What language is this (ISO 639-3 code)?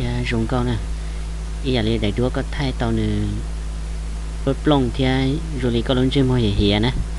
hmn